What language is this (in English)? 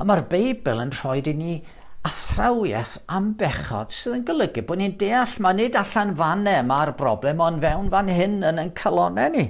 Welsh